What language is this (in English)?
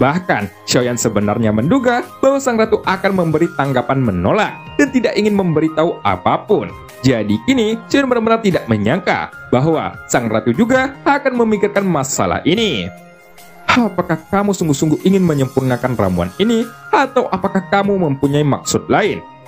Indonesian